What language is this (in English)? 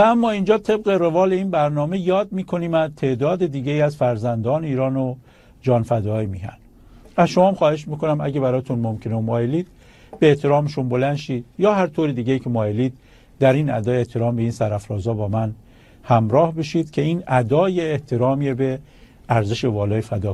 Persian